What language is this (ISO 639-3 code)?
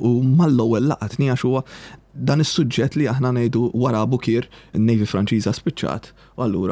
mlt